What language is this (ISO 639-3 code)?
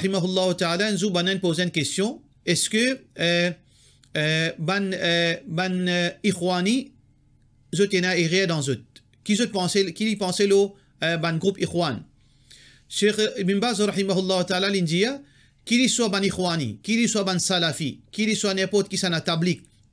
mfe